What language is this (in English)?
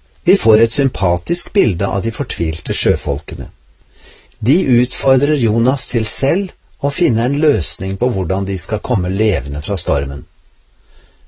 Norwegian